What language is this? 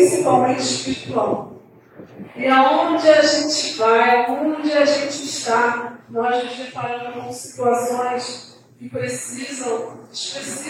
Portuguese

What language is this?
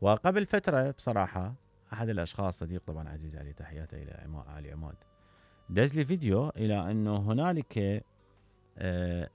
Mesopotamian Arabic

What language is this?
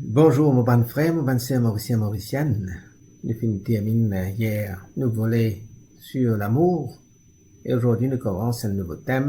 Morisyen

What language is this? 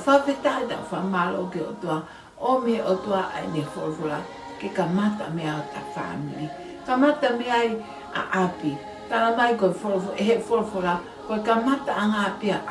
Tongan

